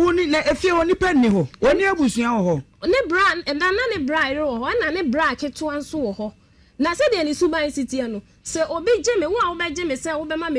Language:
Akan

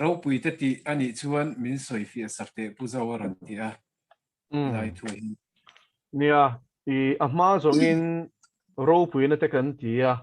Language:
Mizo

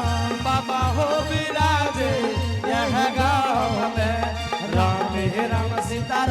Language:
Angika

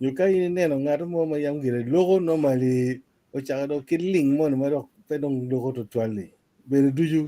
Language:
Acoli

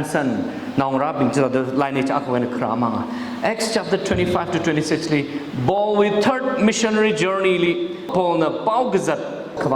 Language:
Tangkhul Naga (India)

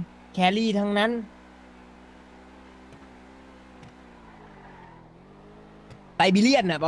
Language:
Thai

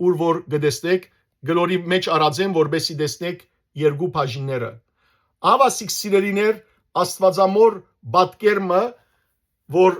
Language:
Western Armenian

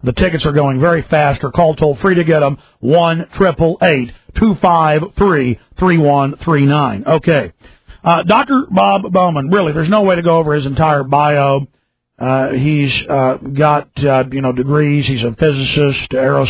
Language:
English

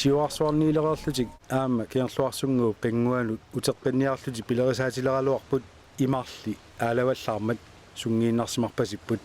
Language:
Kalaallisut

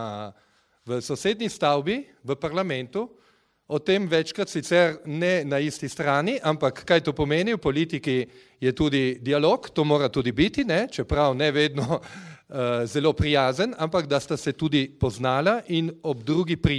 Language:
Slovenian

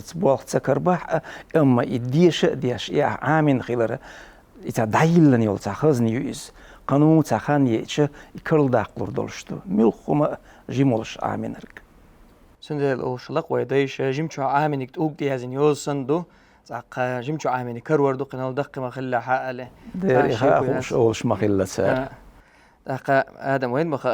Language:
Chechen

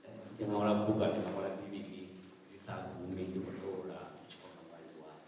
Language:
Venda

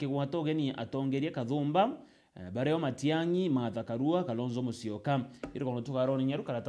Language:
Meru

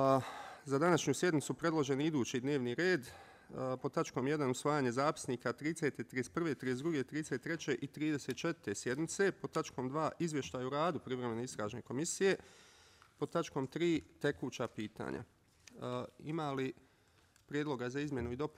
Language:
Bosnian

